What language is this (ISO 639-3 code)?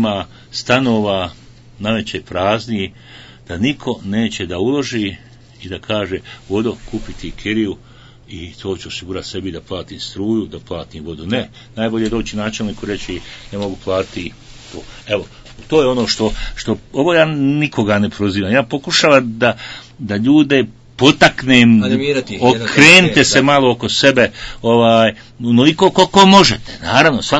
bos